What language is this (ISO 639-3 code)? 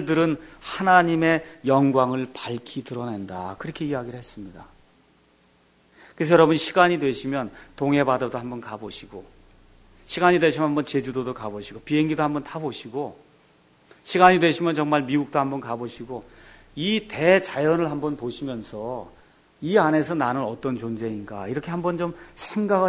kor